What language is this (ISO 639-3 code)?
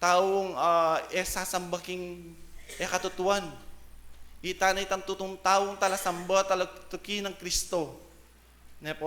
pam